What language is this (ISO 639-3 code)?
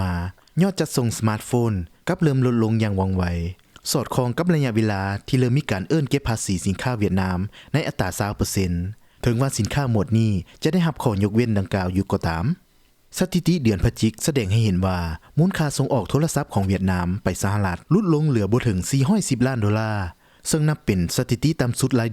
lao